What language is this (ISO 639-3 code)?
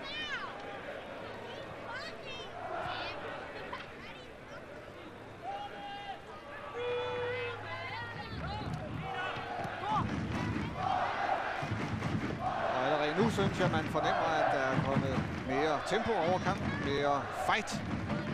dan